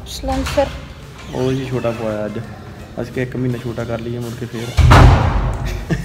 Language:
Punjabi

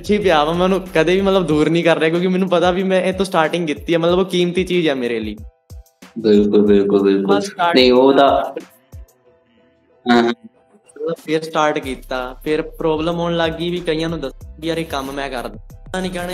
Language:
Punjabi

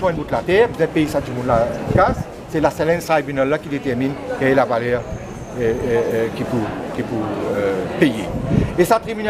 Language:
Morisyen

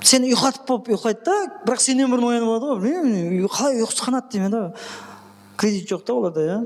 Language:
Kara-Kalpak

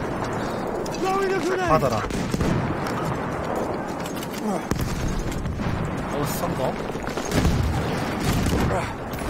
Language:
Korean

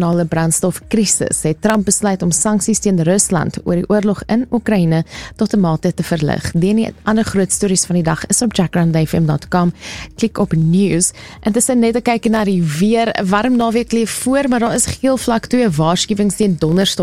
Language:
Afrikaans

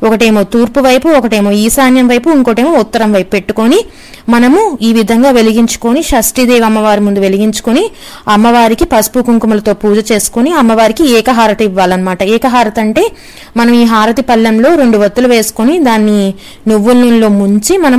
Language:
Telugu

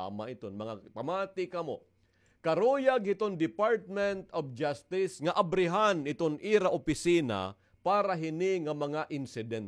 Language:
Waray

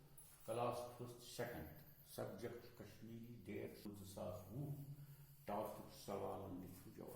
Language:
Kashmiri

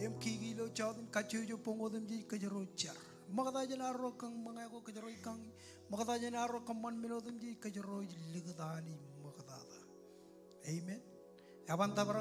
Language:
Marshallese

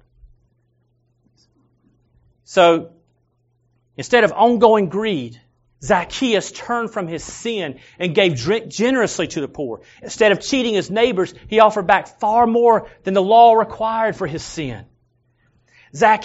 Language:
English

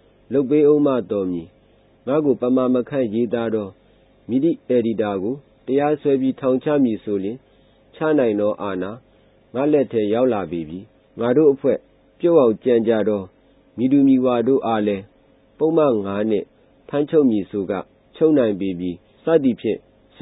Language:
Burmese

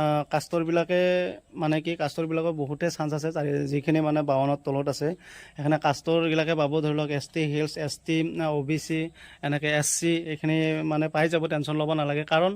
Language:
Assamese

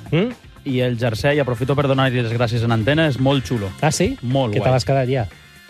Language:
Catalan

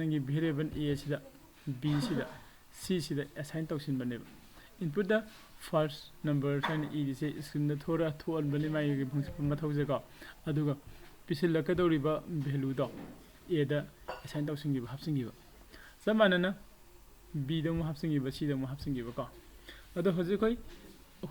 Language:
Manipuri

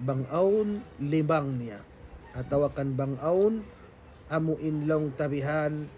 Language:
Tausug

